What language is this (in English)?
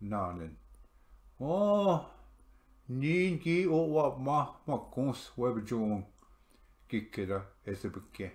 Ojibwa